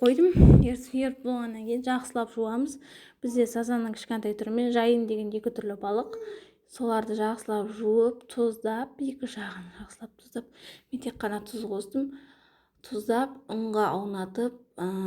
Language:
Kazakh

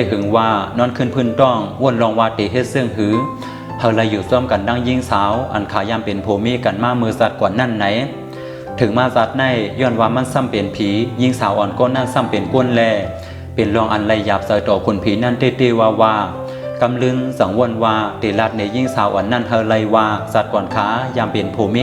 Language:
Shan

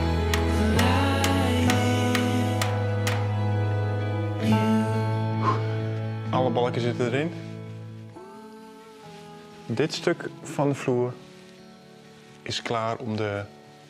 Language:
Dutch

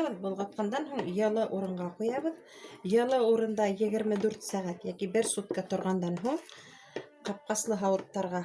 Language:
Bashkir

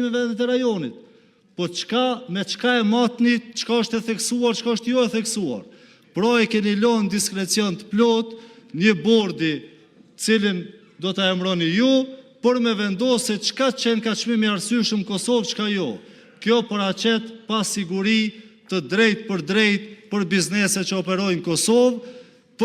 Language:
Albanian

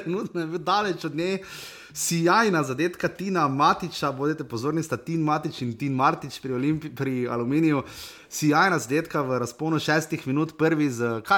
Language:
Slovenian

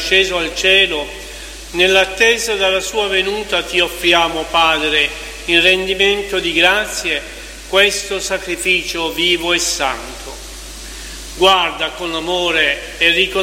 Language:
Italian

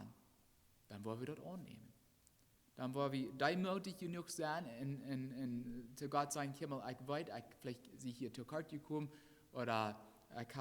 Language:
Plautdietsch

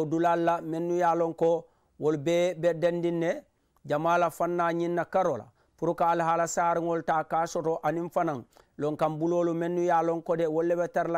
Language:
Mandingo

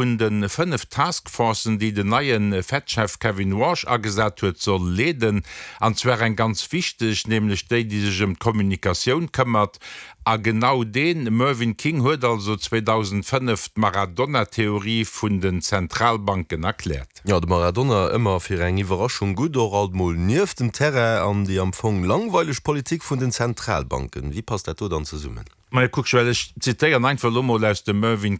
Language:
Luxembourgish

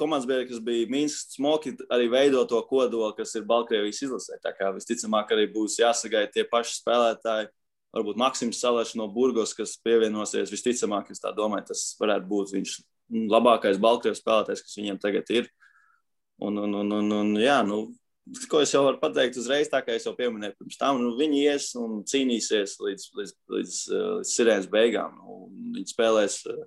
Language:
Latvian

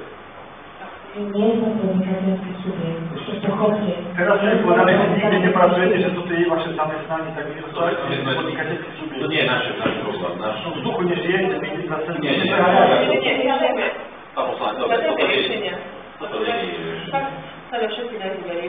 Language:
Slovak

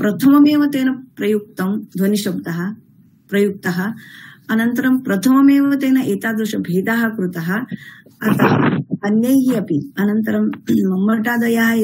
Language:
Sanskrit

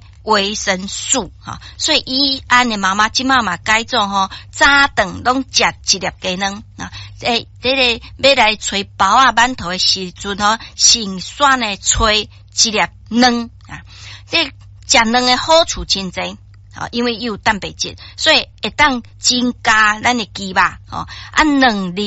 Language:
Min Nan Chinese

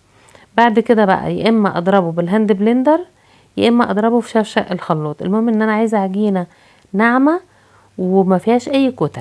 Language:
Egyptian Arabic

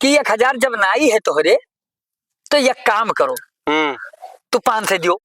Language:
Awadhi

